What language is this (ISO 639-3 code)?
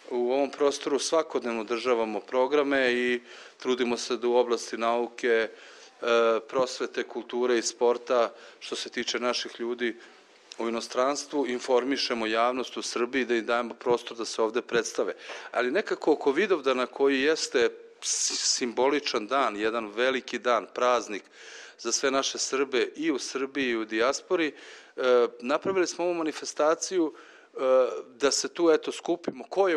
srp